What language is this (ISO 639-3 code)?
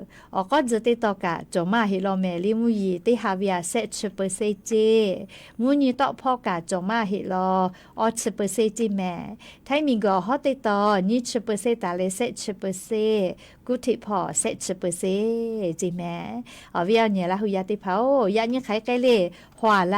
lhu